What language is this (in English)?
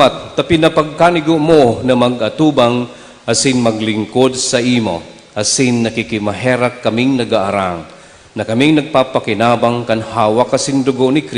Bikol